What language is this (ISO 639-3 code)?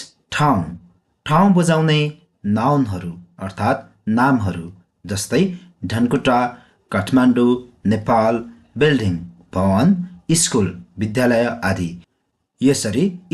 nep